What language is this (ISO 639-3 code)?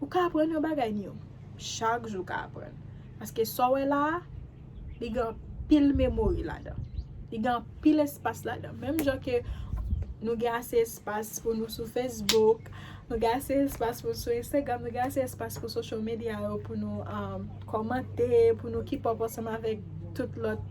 hat